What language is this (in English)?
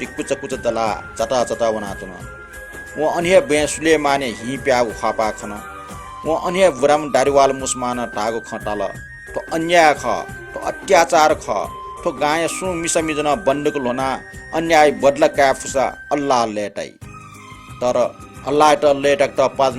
Newari